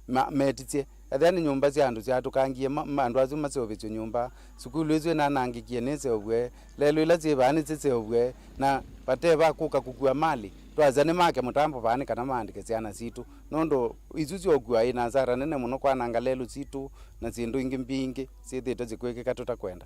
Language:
Kamba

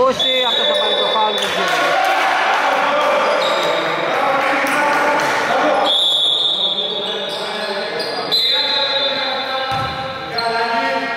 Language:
Greek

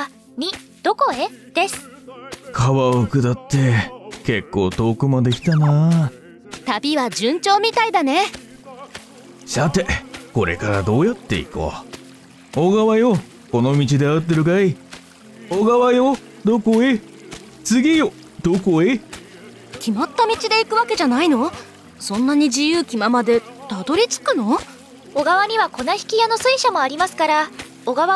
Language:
Japanese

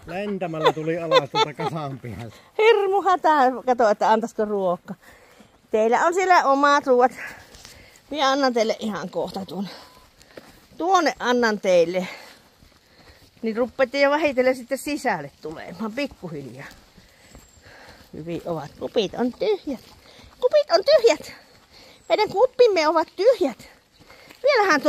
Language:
Finnish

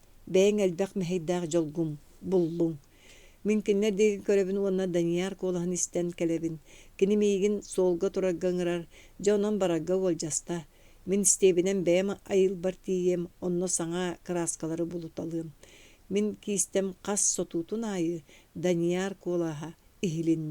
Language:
Yakut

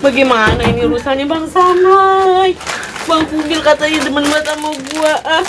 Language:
Betawi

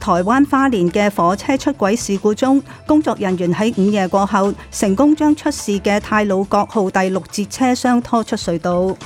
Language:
Cantonese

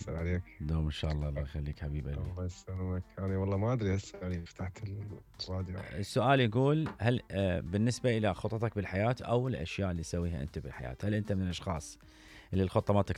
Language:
Mesopotamian Arabic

